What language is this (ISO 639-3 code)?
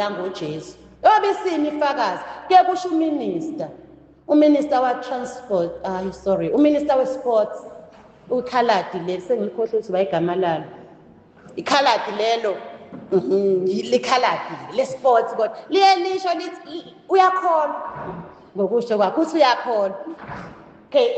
zul